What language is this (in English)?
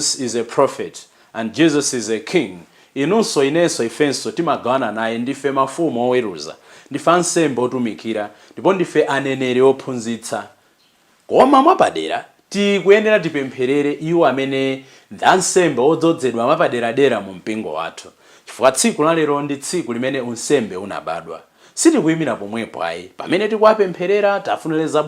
Nyanja